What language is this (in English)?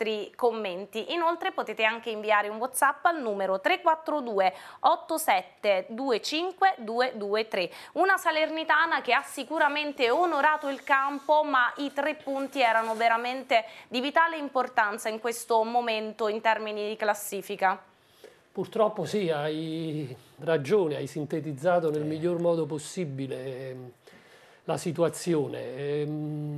Italian